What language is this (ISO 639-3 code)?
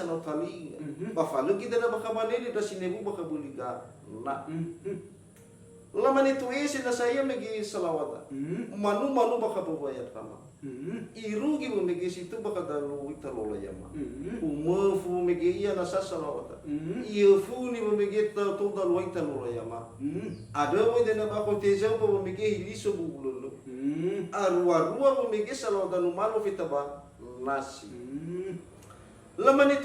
nia